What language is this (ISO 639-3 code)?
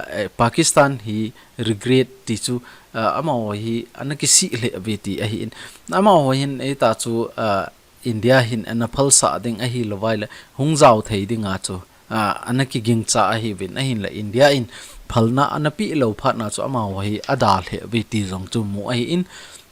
tcz